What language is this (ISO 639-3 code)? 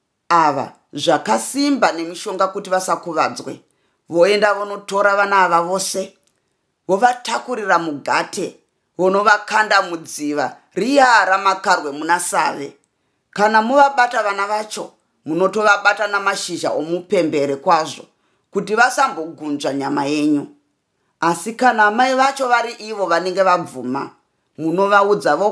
sna